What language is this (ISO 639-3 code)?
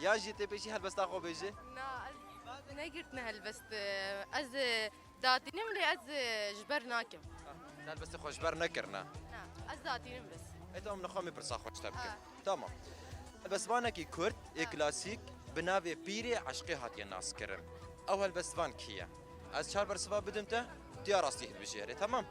kur